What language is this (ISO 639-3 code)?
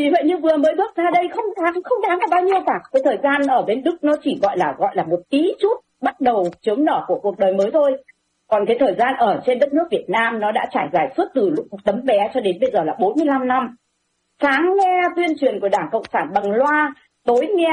vie